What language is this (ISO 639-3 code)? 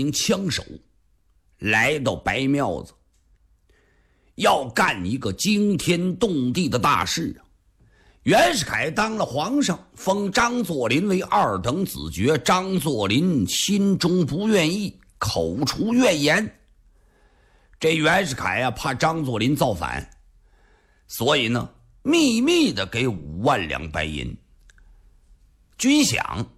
zho